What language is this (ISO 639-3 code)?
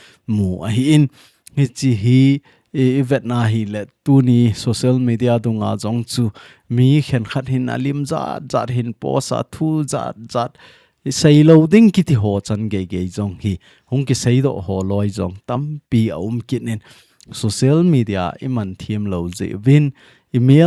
tcz